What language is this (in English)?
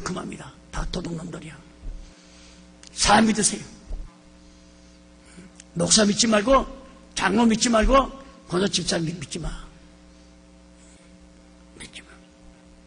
Korean